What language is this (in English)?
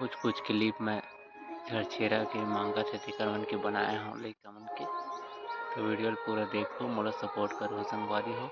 Chhattisgarhi